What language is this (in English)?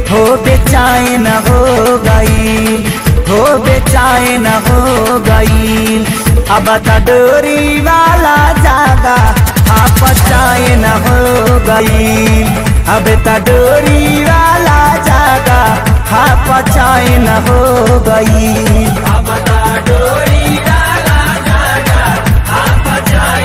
Bhojpuri